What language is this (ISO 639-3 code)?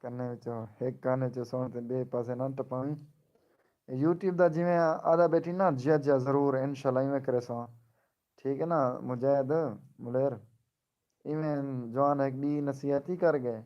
skr